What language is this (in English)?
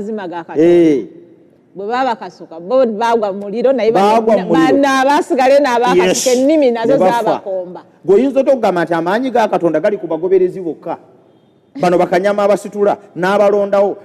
Ganda